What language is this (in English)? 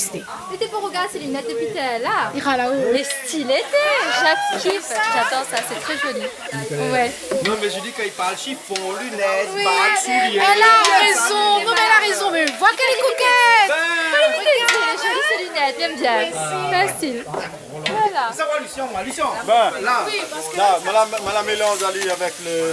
Réunion Creole French